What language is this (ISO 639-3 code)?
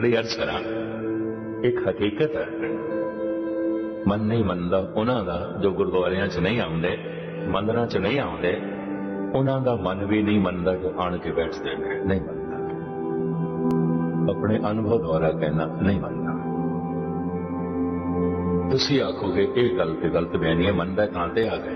pan